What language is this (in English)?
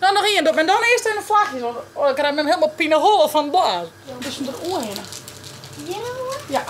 Western Frisian